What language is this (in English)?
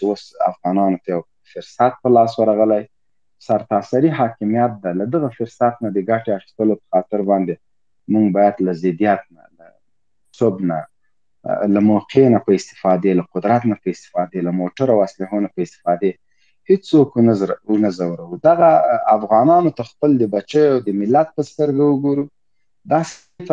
Pashto